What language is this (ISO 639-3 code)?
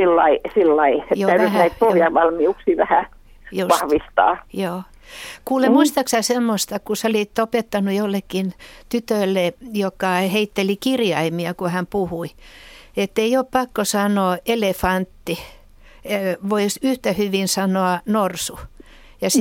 fin